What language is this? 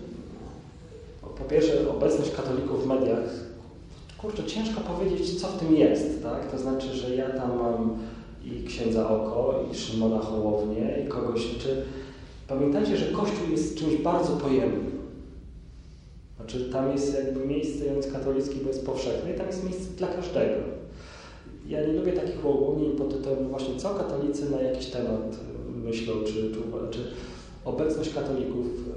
Polish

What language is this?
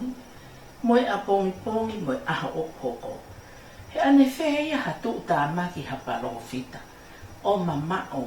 Tongan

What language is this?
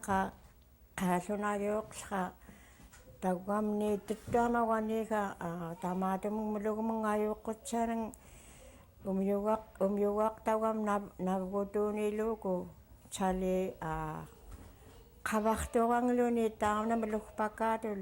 Central Yupik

